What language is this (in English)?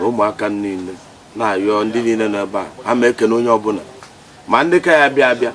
Igbo